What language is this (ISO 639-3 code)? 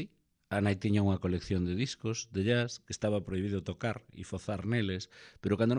glg